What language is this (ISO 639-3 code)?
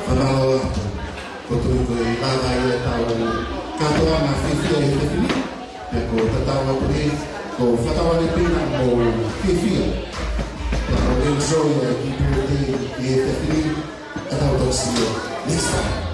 ton